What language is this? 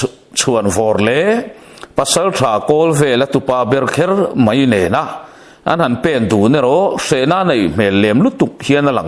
Mizo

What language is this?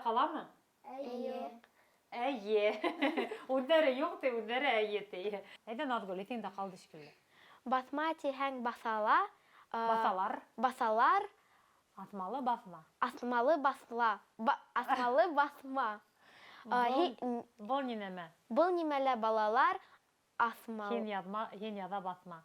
Bashkir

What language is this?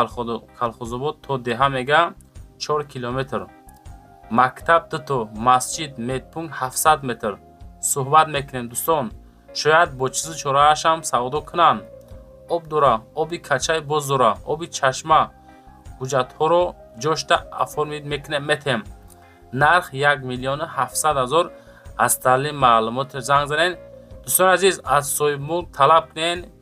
Tajik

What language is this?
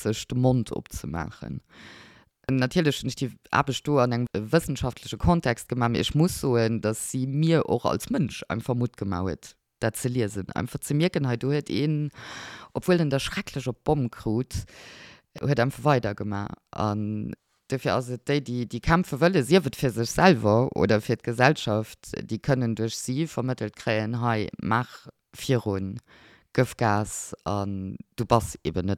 Luxembourgish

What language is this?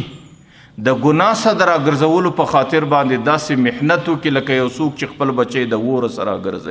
Pashto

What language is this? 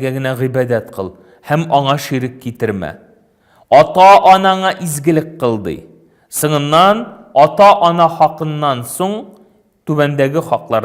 Tatar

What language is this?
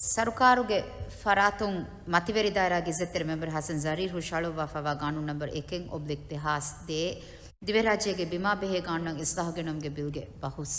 Divehi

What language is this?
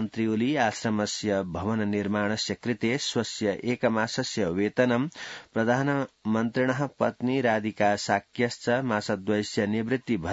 Sanskrit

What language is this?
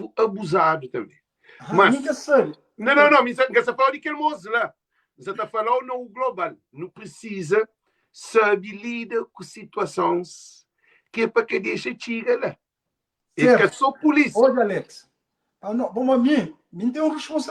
Kabuverdianu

